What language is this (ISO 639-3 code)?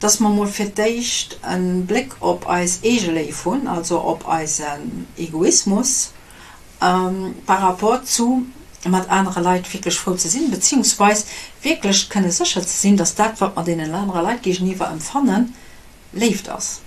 ltz